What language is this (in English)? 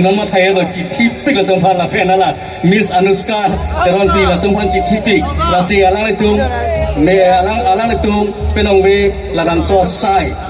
Karbi